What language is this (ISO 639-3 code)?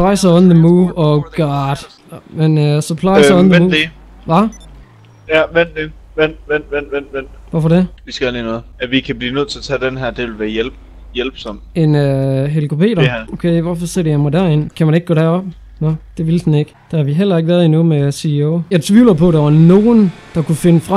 dan